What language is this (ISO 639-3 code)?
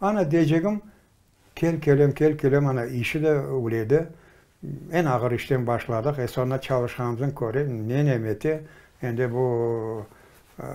crh